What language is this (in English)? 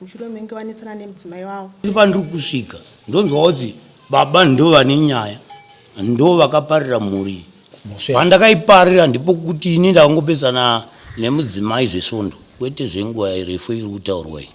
Shona